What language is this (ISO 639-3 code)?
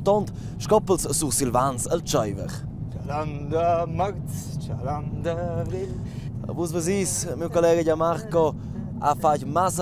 roh